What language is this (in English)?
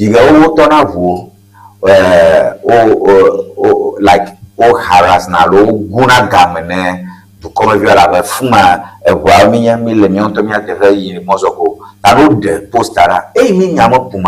Ewe